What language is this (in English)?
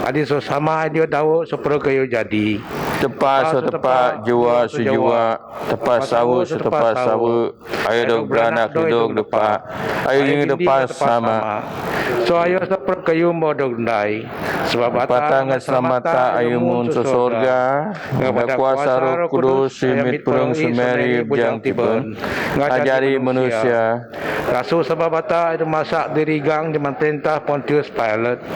Biatah Bidayuh